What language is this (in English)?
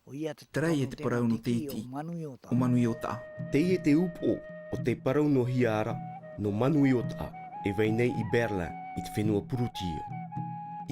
Tahitian